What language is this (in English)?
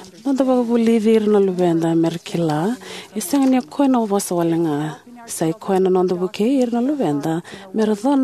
Fijian